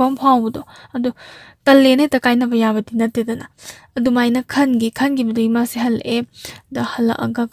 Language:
Manipuri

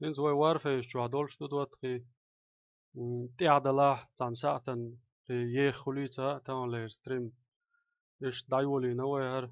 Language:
Chechen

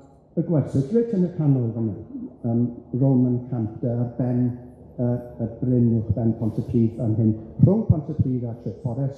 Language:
Welsh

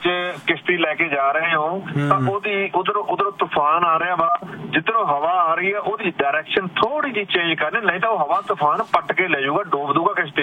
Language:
Punjabi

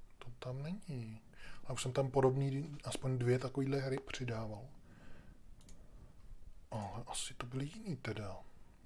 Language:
Czech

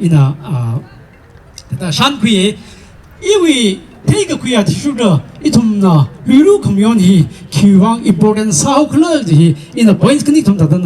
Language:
Tangkhul Naga (India)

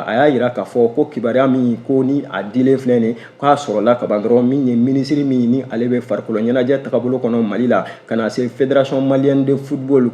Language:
Bambara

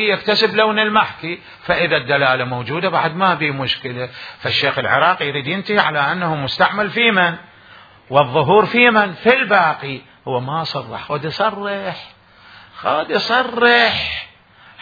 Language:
Mesopotamian Arabic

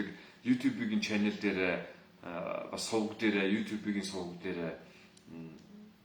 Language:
Mongolian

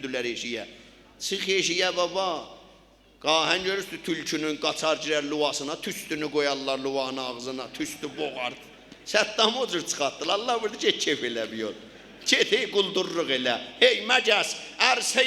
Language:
South Azerbaijani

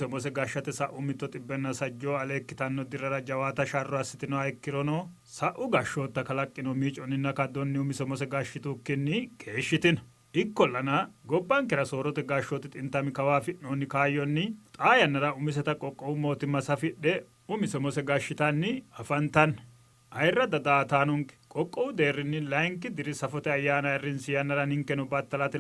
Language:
Sidamo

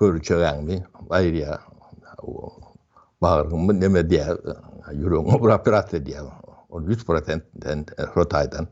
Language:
Turkmen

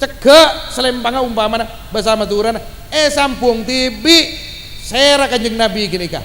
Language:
Madurese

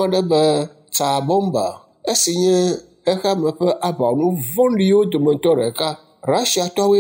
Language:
Ewe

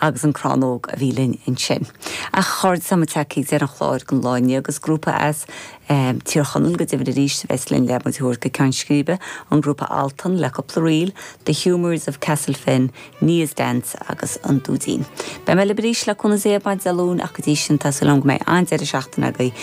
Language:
Irish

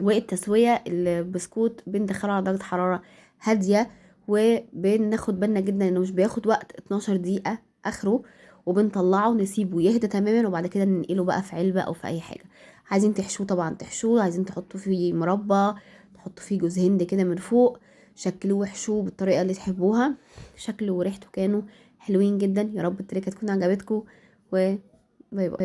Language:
Egyptian Arabic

